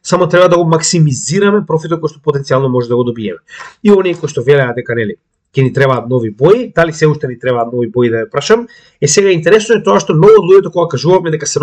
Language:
Macedonian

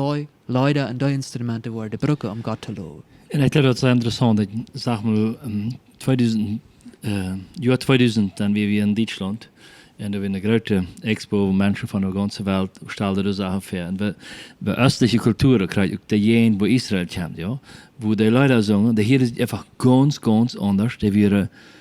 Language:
Plautdietsch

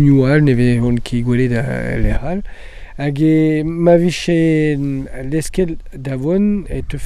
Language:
Breton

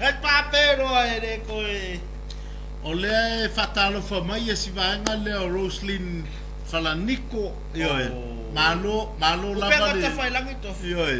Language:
Samoan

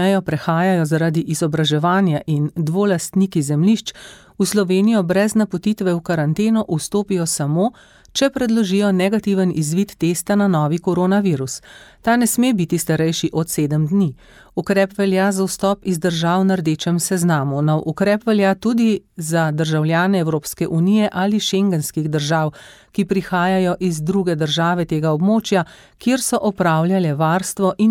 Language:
Slovenian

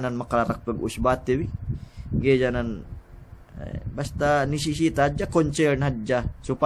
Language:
Yakan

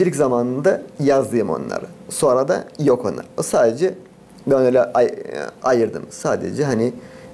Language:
Gagauz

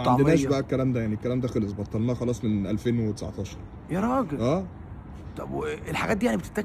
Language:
Egyptian Arabic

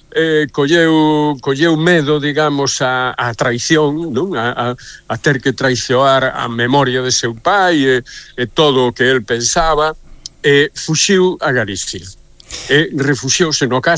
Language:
Galician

